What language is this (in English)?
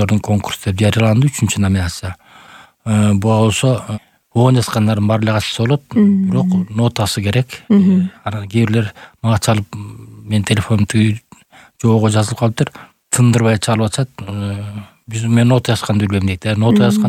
Kyrgyz